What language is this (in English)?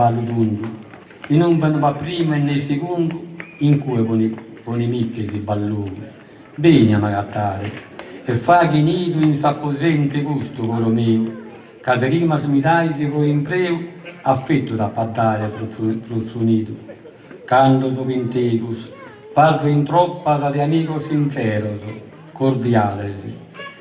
Sardinian